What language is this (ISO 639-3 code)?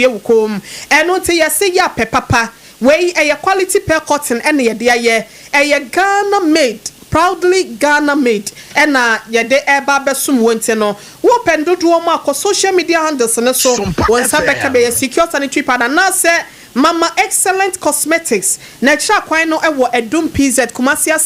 aka